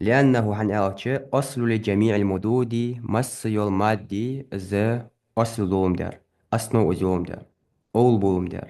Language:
Ingush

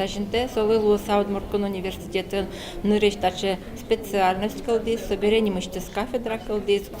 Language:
Udmurt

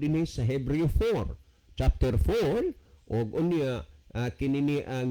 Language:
Cebuano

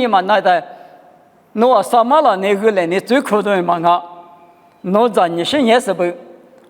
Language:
Lisu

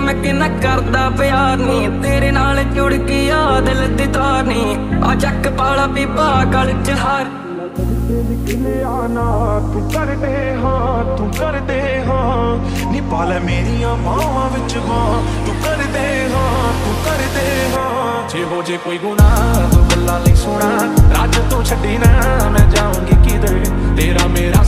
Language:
Punjabi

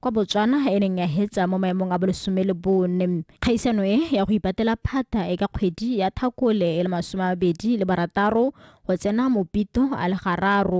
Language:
Tswana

